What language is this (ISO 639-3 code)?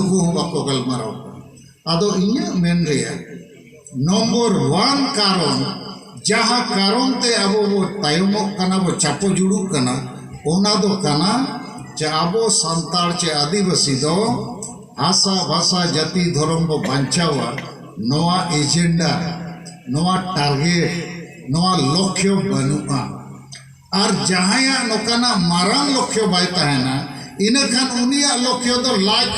sat